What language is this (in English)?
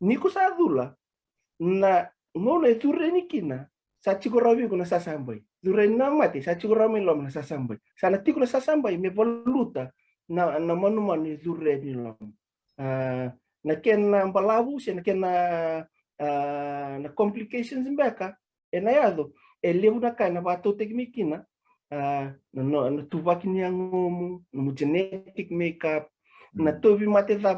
Fijian